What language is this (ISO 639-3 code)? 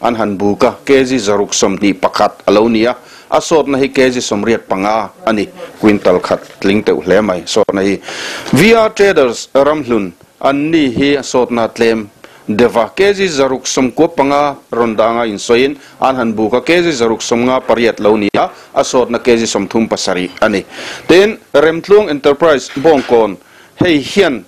lus